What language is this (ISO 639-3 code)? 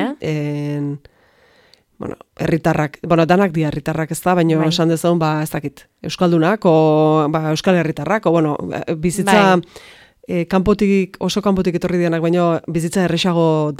eus